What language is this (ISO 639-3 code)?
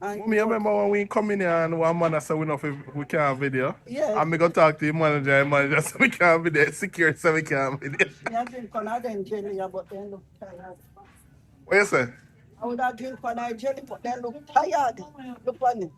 jam